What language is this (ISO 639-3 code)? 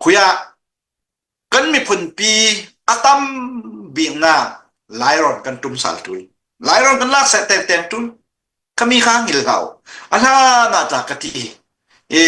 cnh